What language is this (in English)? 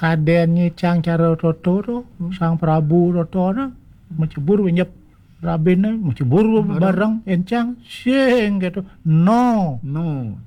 Balinese